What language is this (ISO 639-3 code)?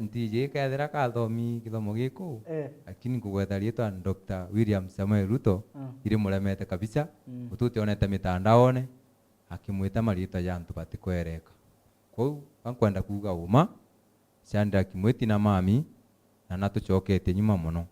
mer